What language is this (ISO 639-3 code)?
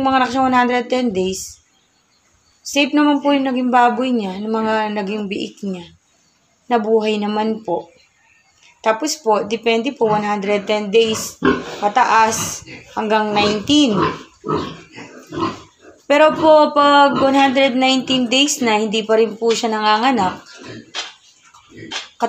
fil